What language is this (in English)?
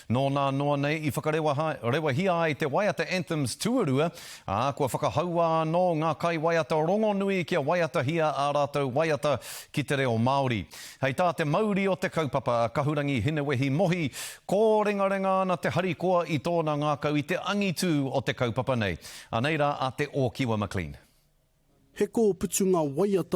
Māori